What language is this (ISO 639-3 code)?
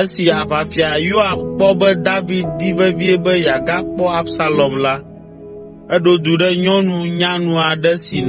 ewe